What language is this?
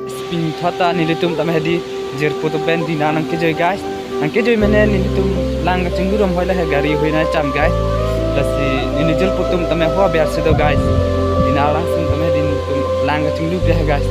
Karbi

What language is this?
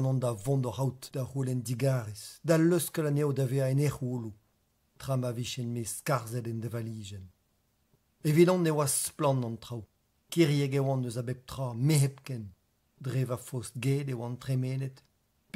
Breton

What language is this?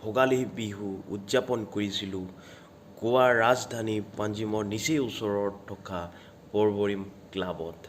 Assamese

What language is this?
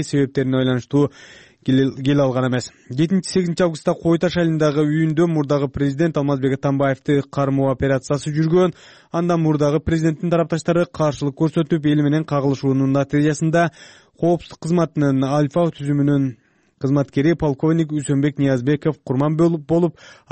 Kyrgyz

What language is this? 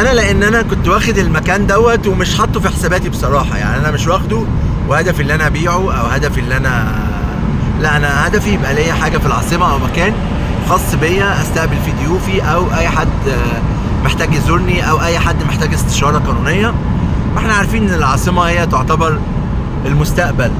Egyptian Arabic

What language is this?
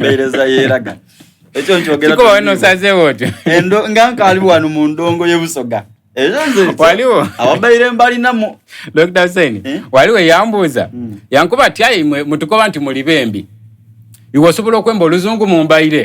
Soga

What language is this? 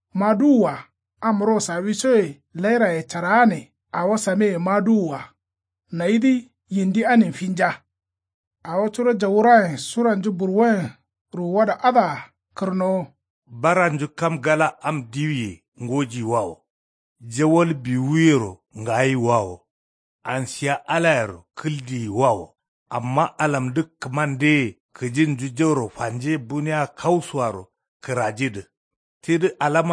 Kanuri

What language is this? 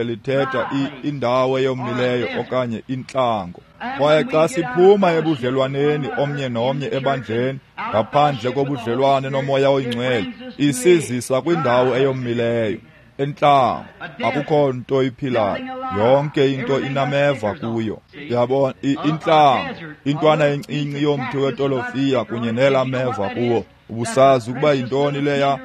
Xhosa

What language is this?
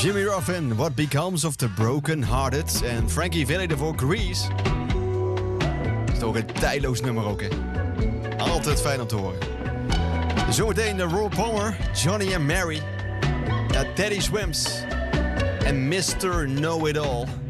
Dutch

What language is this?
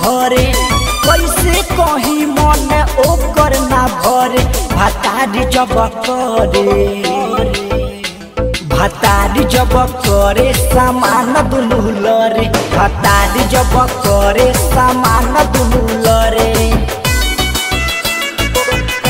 Bhojpuri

